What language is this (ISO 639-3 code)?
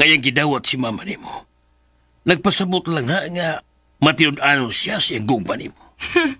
ceb